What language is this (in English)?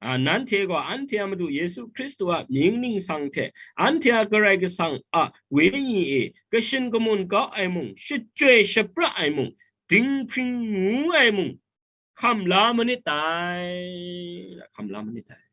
Kachin